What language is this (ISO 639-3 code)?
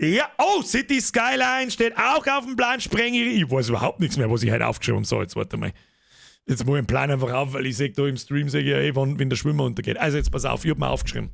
bar